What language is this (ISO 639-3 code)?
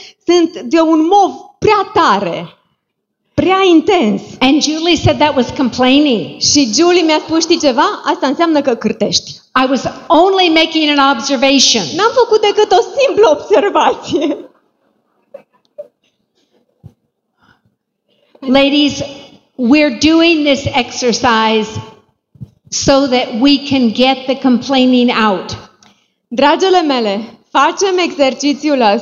ron